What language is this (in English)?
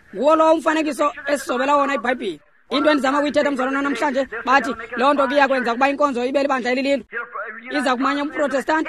Xhosa